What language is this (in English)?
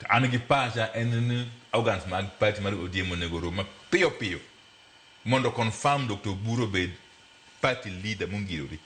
Luo (Kenya and Tanzania)